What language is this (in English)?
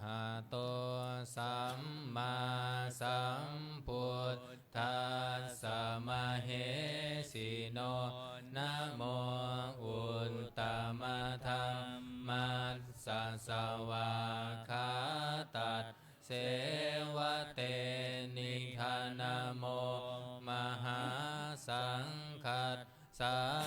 Pali